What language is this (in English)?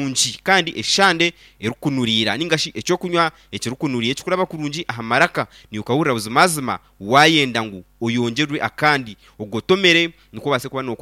Nyankole